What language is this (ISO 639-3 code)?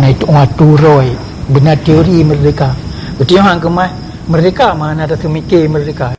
ace